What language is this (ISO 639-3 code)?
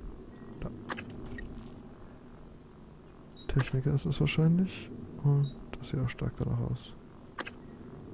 deu